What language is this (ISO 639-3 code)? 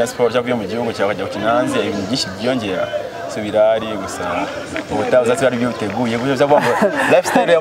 kin